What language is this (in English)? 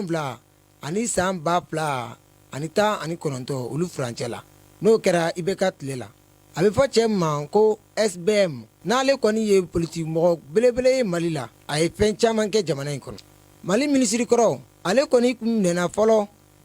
Bambara